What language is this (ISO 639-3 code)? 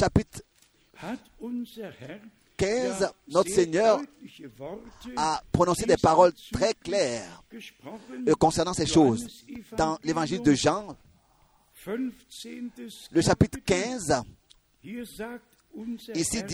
fra